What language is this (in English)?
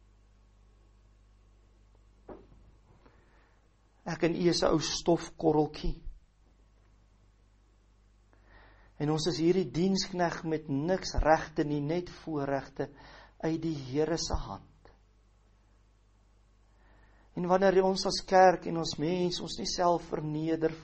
Afrikaans